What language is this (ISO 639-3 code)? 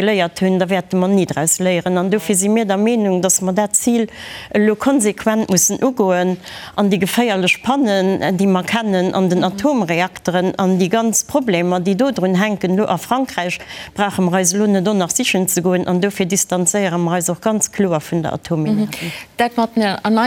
ltz